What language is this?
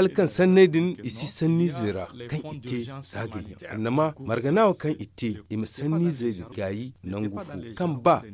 Zarma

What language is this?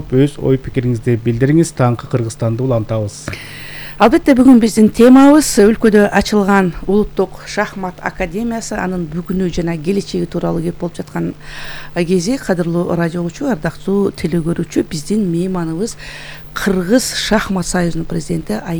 Kyrgyz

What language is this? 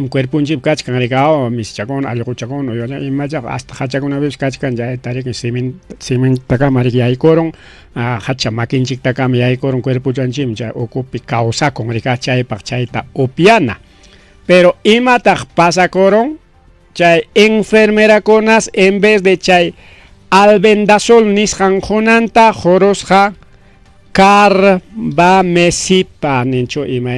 Ayacucho Quechua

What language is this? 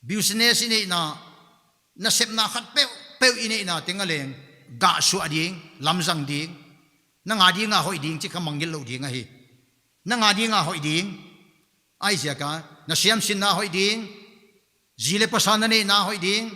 Paite Chin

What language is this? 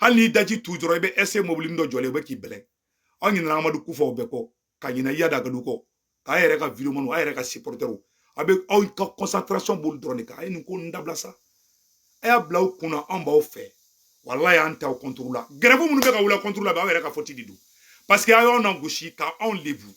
Bambara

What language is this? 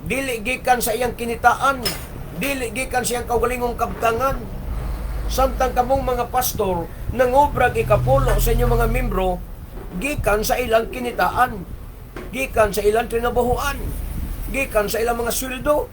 Cebuano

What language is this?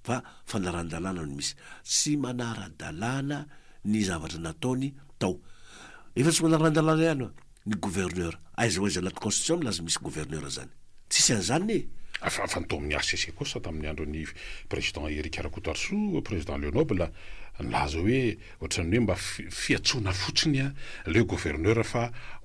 Malagasy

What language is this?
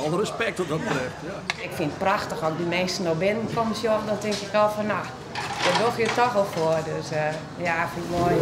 Western Frisian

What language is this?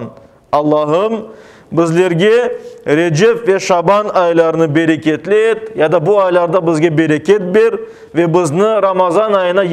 Crimean Tatar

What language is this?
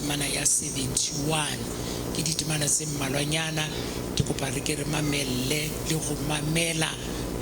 Southern Sotho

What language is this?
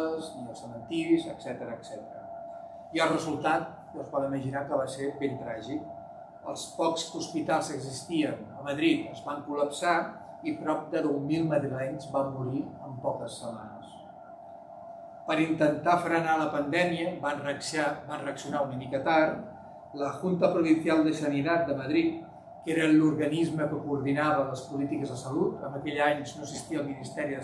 Catalan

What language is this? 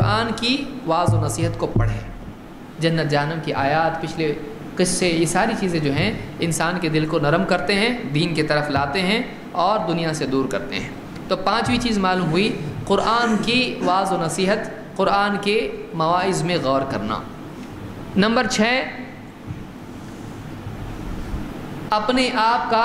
Urdu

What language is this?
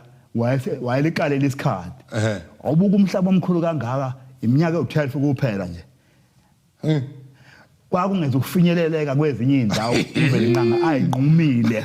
Zulu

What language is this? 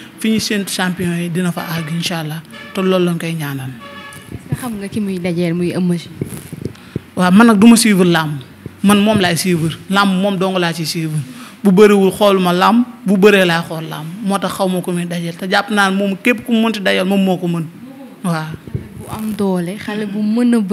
Wolof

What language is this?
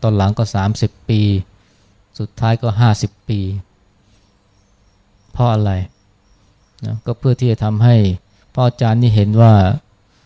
Thai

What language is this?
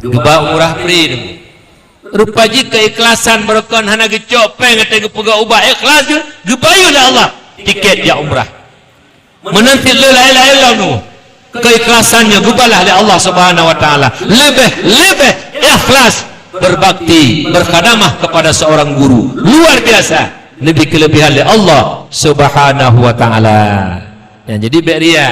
Achinese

